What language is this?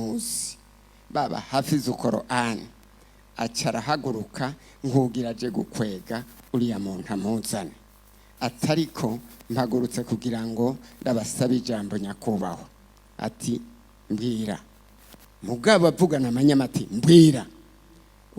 Rundi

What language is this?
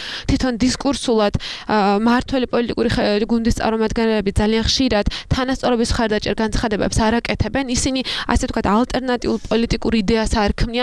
Georgian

